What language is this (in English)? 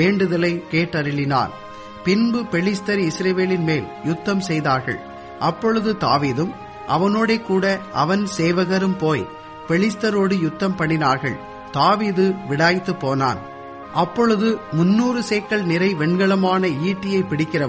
Tamil